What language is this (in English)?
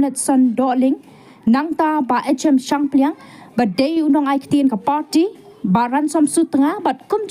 Khasi